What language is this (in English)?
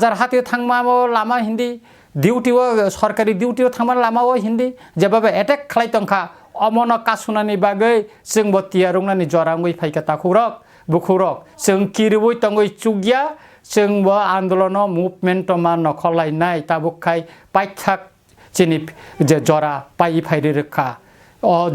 Kok Borok